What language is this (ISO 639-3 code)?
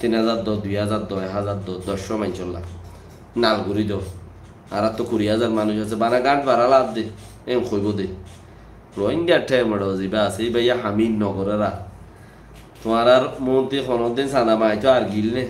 rhg